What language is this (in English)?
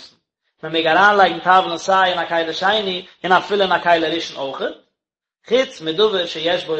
Yiddish